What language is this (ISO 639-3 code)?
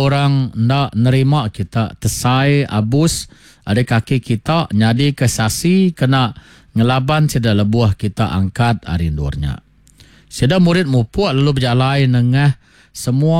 iba